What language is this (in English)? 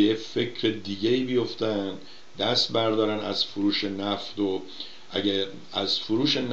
Persian